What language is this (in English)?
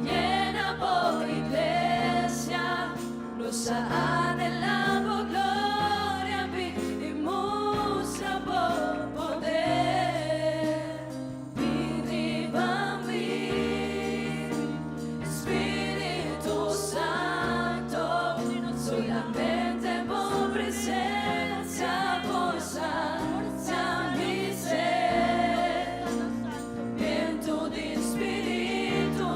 Papiamento